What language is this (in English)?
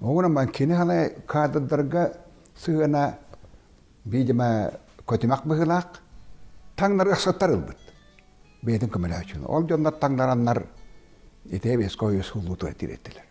Yakut